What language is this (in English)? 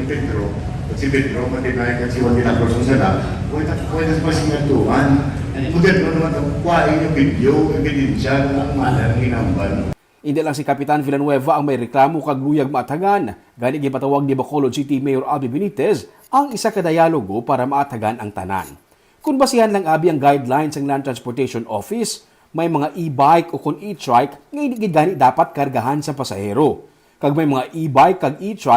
Hiligaynon